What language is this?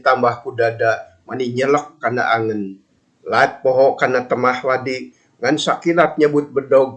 Sundanese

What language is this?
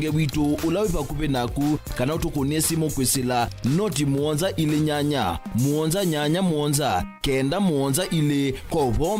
Kamba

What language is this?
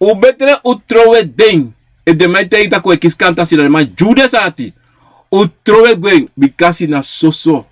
Sranan Tongo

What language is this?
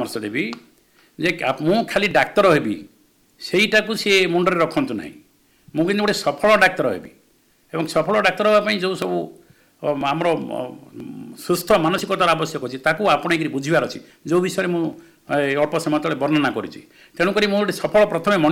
Odia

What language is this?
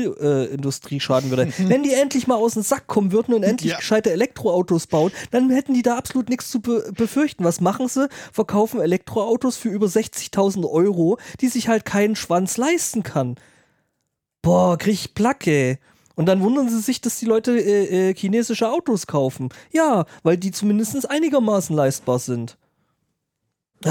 German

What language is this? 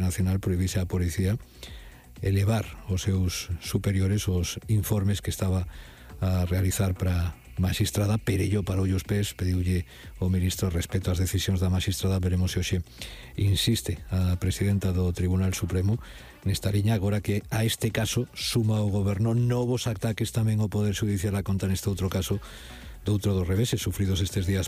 Galician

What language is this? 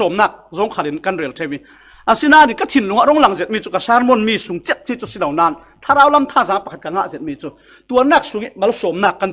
Falam Chin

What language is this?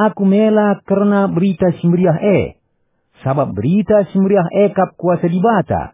Batak Karo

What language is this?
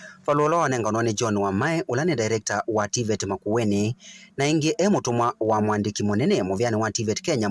Kamba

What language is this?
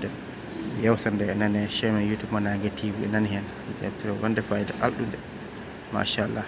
Fula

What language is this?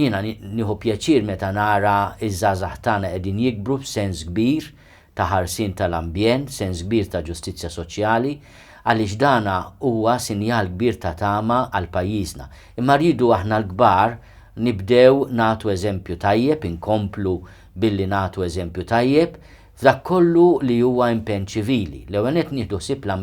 Maltese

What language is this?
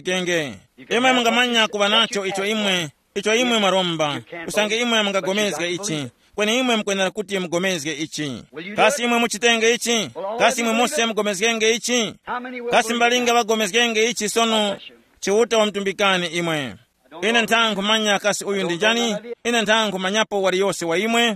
Tumbuka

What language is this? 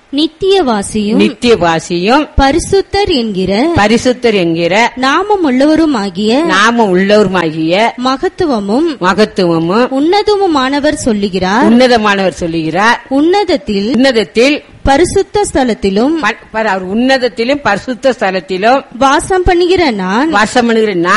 Tamil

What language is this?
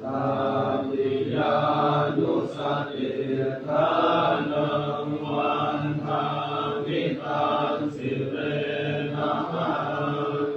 Pali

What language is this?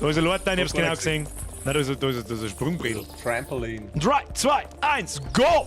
Bavarian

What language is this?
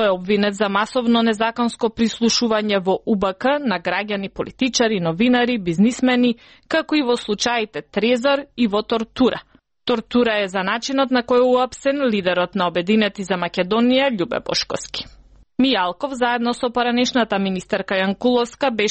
Macedonian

